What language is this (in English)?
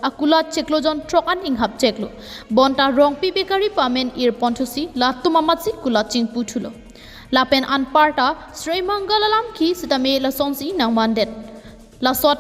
Karbi